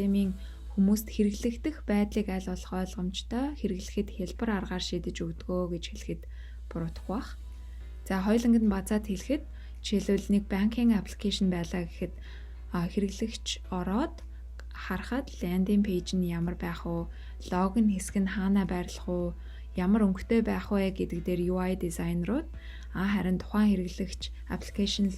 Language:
Mongolian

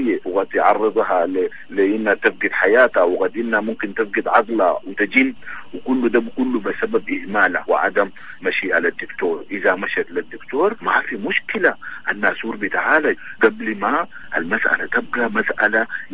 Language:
Sudanese Arabic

